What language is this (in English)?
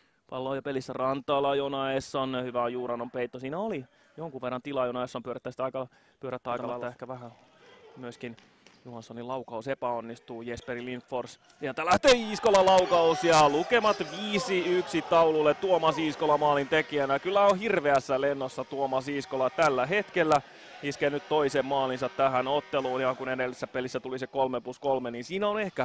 Finnish